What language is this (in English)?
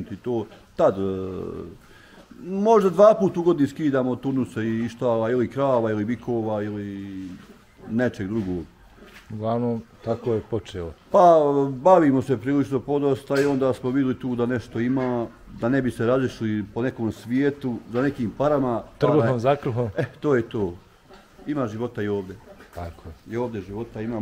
Bosnian